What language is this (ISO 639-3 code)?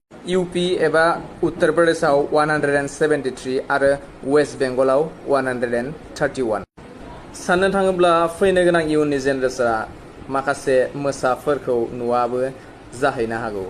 brx